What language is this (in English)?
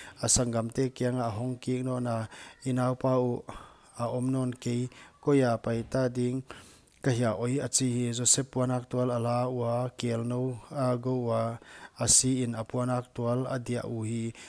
Paite Chin